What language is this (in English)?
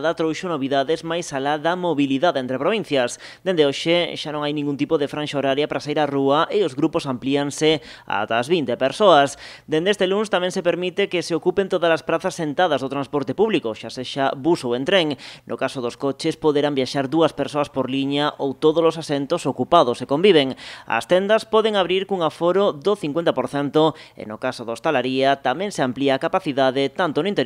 Galician